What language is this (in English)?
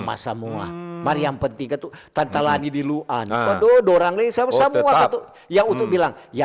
Manado Malay